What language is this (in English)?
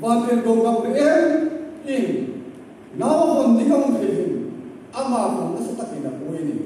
Hmar